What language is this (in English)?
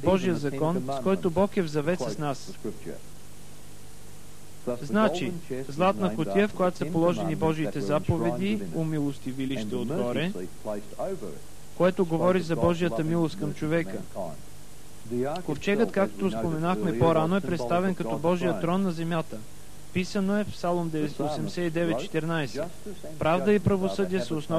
Bulgarian